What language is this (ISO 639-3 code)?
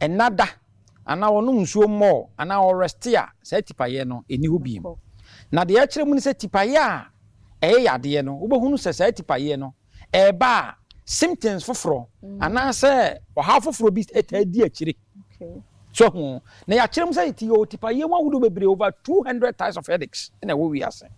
aka